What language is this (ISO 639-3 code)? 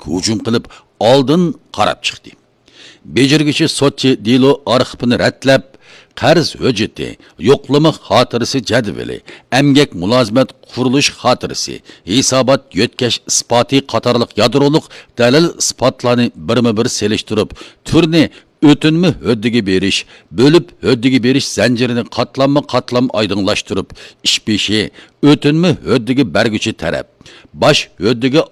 uig